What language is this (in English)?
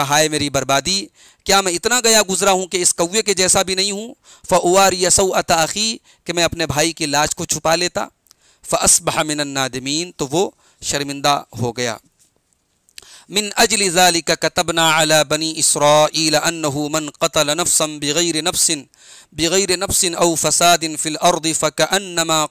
Urdu